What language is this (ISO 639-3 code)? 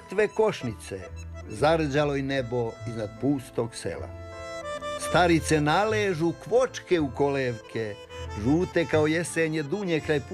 srp